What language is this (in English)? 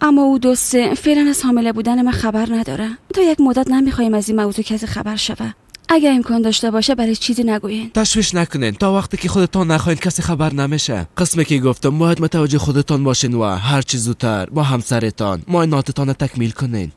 Persian